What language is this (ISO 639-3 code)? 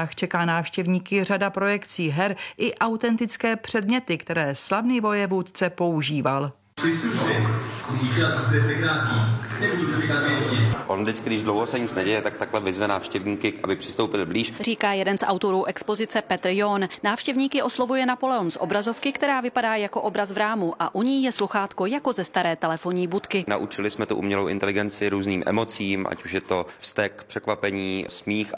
ces